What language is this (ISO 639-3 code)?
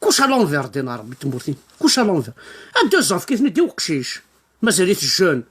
kab